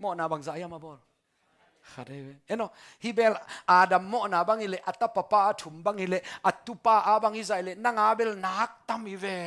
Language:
Tedim Chin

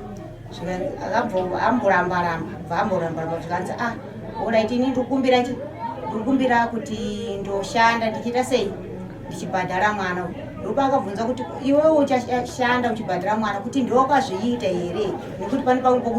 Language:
Shona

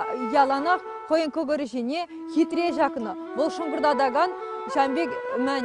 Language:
Chuvash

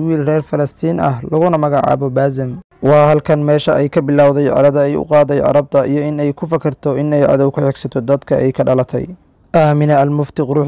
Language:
Somali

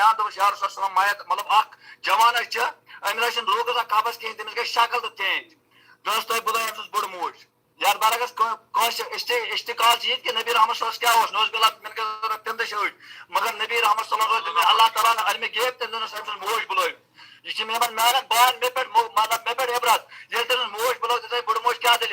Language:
Kashmiri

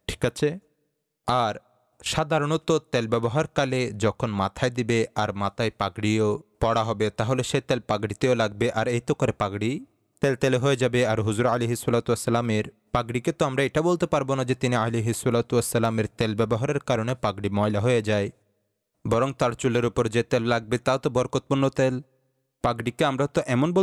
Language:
Bangla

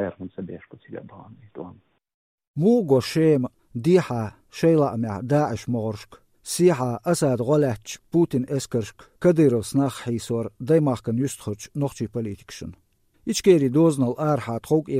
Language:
Chechen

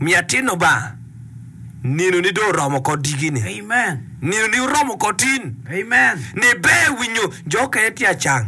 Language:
Acoli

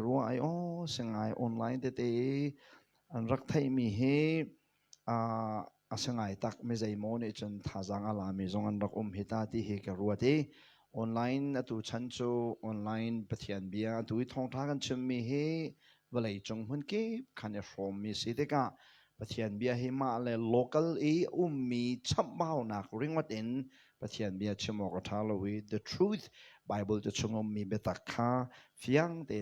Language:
Hakha Chin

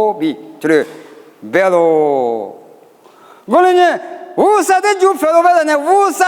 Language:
Lisu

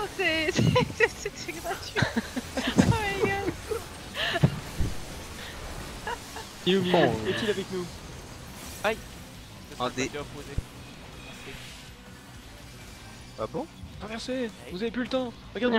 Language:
French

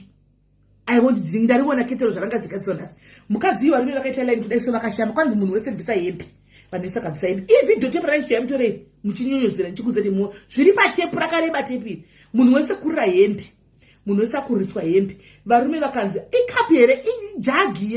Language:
Shona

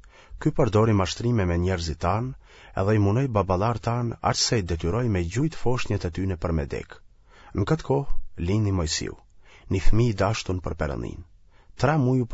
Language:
Albanian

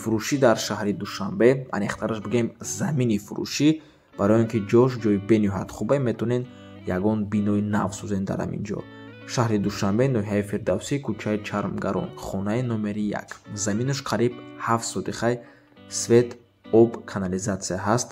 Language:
Tajik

